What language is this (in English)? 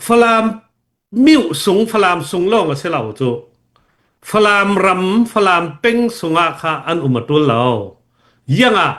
Falam Chin